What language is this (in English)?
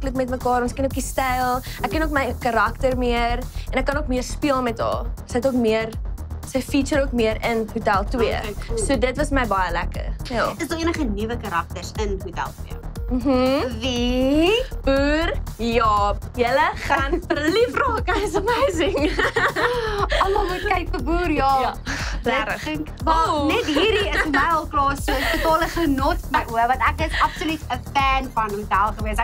Afrikaans